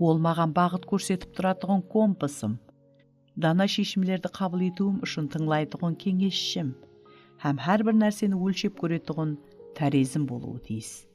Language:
Kara-Kalpak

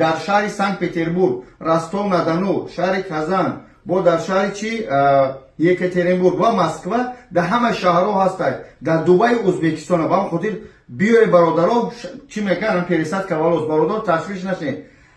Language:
Tajik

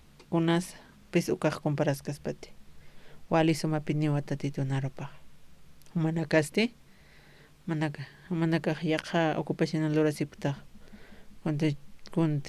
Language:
Aymara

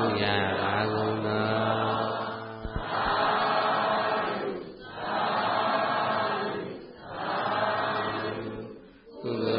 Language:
Burmese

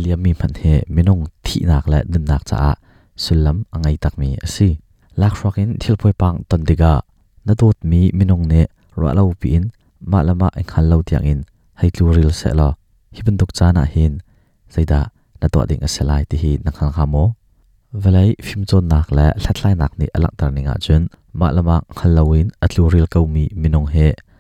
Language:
Hakha Chin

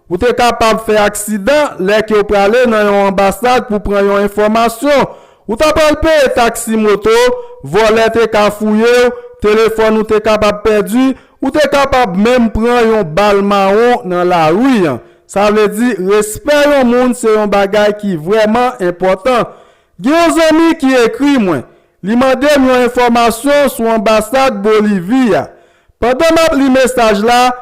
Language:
Haitian Creole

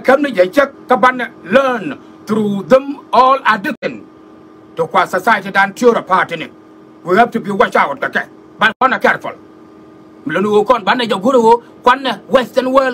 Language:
Nuer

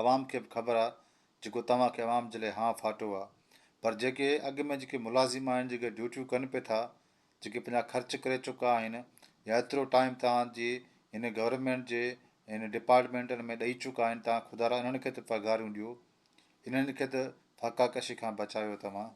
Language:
Sindhi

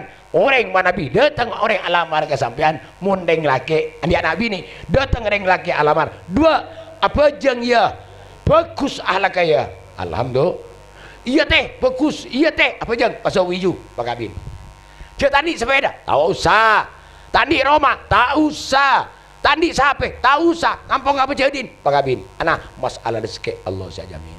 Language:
Madurese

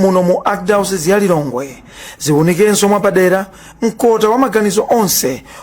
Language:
Nyanja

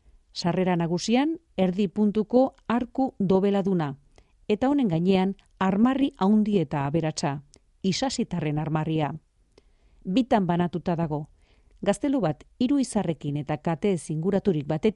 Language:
Basque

